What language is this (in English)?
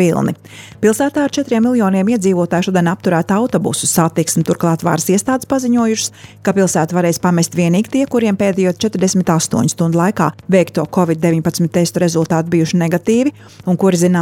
Latvian